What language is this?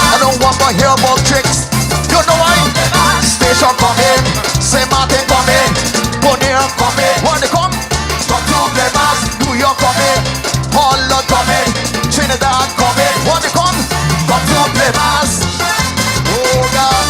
Papiamento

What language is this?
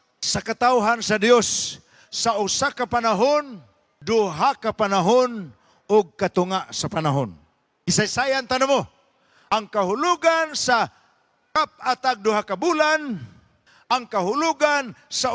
Cebuano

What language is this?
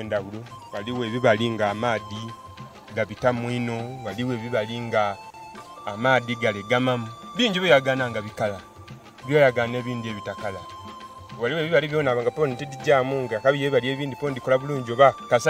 Soga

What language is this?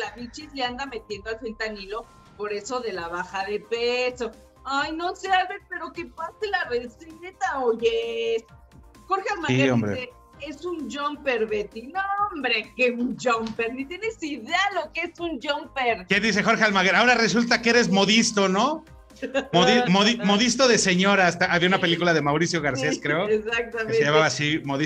Spanish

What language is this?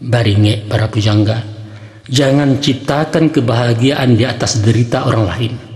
Minangkabau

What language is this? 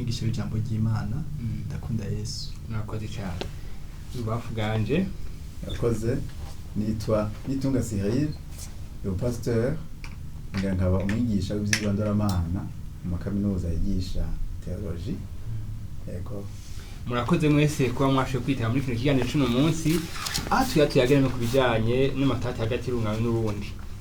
Rundi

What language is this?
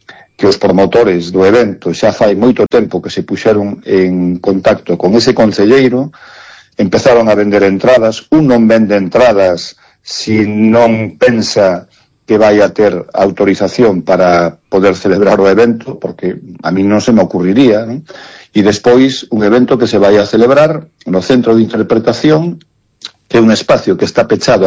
Galician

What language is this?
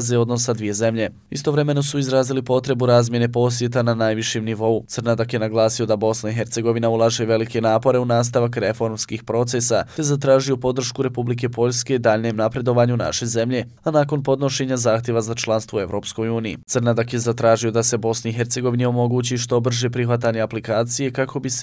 Bosnian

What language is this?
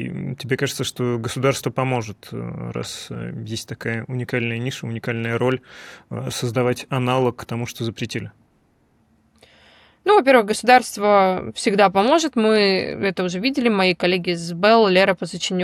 Russian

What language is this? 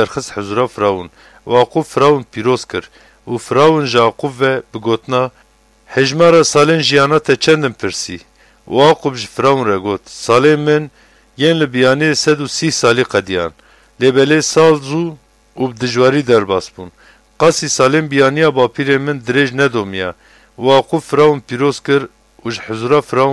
Kurdish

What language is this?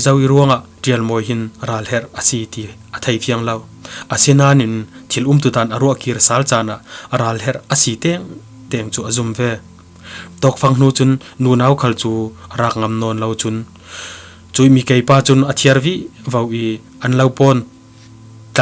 Falam Chin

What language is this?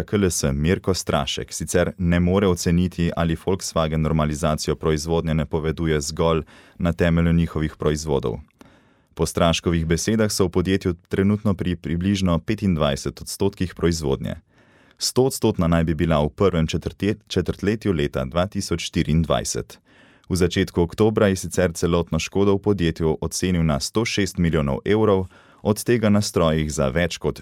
Slovenian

